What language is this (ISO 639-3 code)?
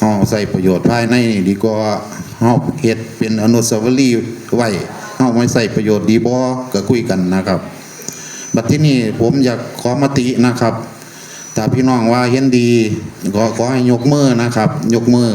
tts